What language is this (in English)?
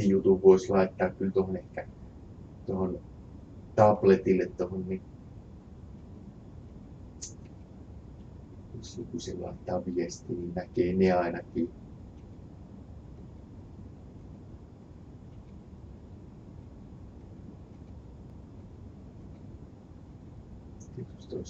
Finnish